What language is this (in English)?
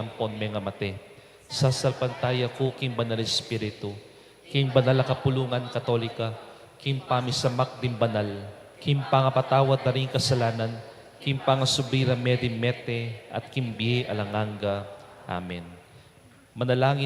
Pampanga